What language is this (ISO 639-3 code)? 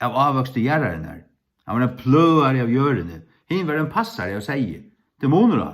fao